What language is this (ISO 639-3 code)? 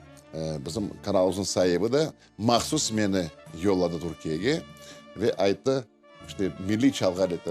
crh